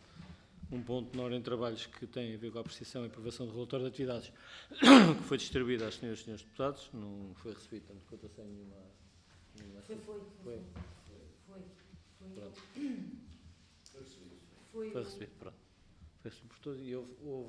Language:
Portuguese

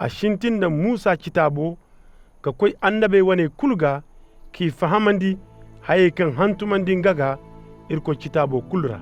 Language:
Koyraboro Senni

